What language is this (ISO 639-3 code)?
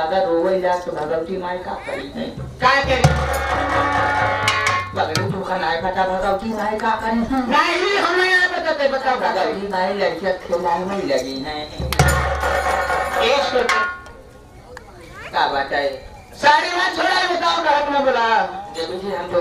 bho